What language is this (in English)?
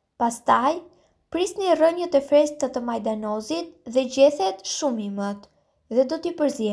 Albanian